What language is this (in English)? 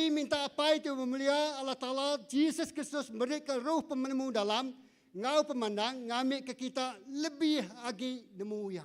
Iban